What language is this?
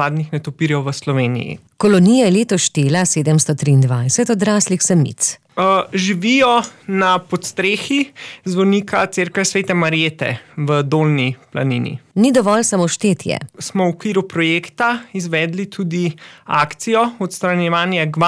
Slovenian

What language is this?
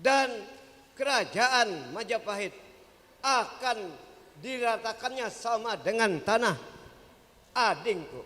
Banjar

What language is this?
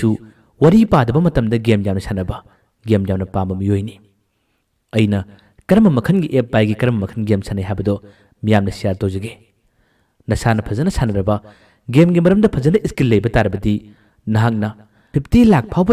Manipuri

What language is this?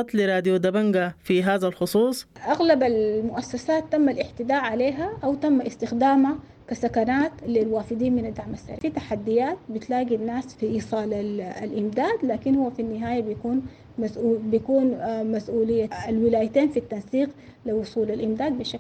Sudanese Arabic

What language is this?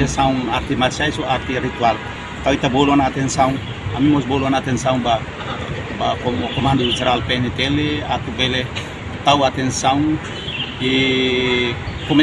Tetum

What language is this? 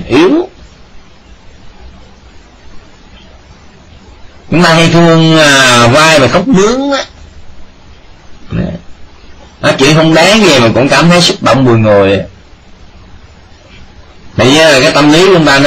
Vietnamese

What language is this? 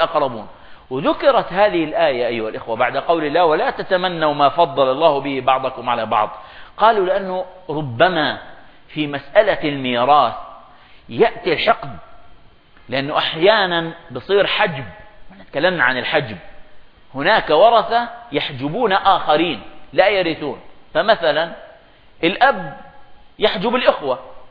Arabic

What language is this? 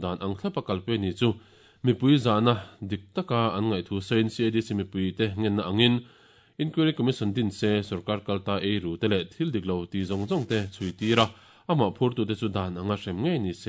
Mizo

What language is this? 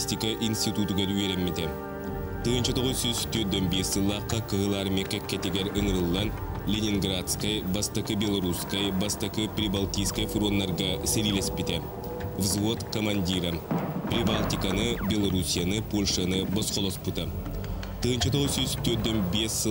Yakut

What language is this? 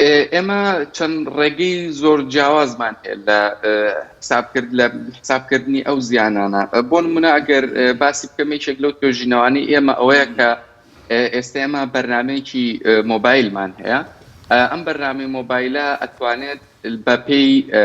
Central Kurdish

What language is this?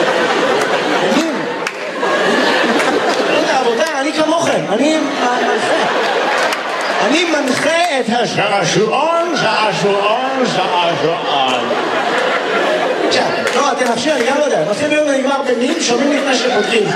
Hebrew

